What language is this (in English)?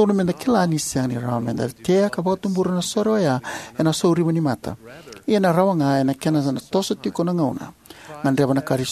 Fijian